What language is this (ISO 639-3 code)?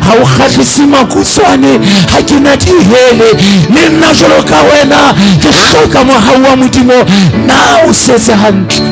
sot